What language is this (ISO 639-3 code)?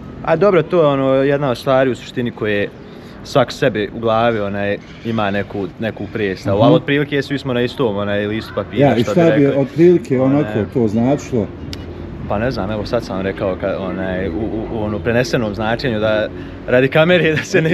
hrv